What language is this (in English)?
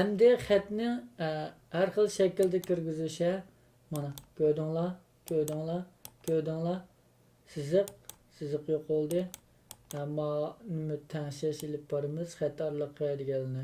Uyghur